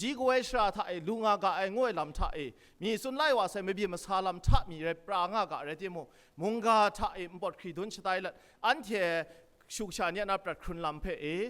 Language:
Kachin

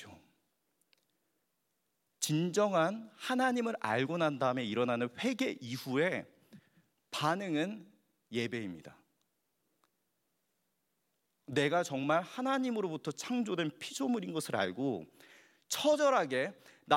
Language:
Korean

